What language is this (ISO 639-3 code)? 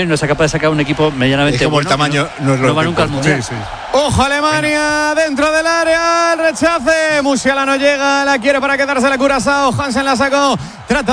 spa